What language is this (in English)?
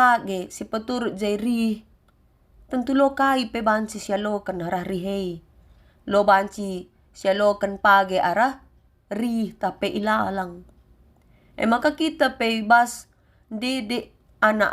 Batak Karo